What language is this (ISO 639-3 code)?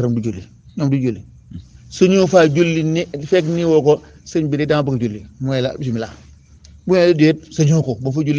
wol